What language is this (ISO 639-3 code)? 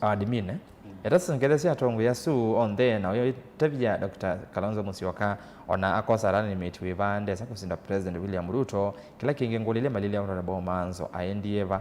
kam